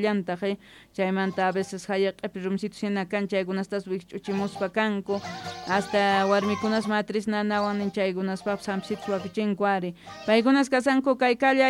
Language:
South Bolivian Quechua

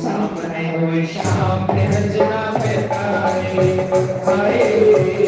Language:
Dogri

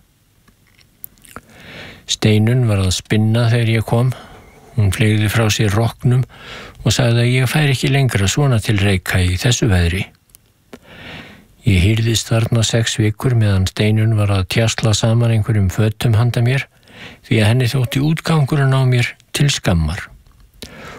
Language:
Icelandic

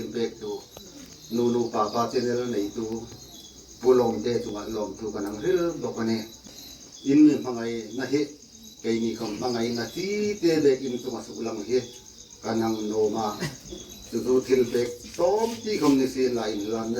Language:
Hmar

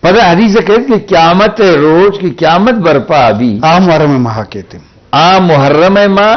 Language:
Eastern Balochi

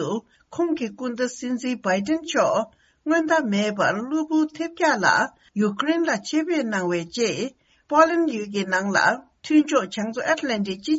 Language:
Tibetan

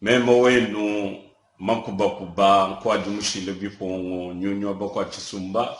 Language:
Luba-Lulua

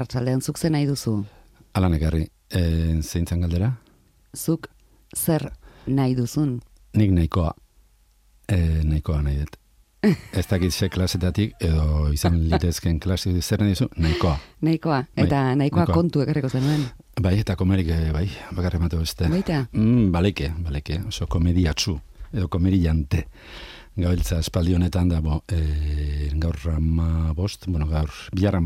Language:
Basque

